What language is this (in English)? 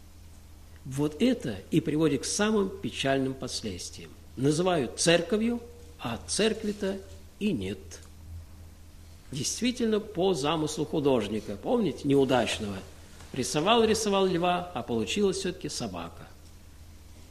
Russian